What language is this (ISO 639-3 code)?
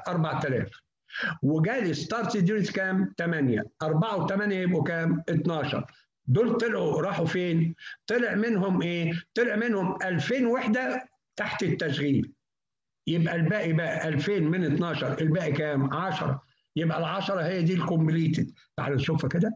arz